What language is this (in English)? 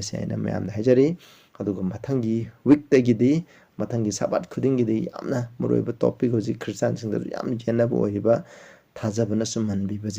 Manipuri